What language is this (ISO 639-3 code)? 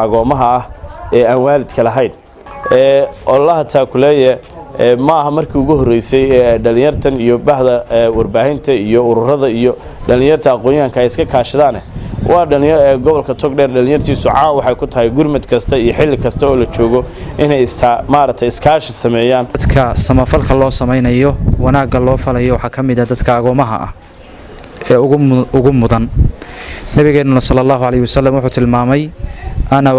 som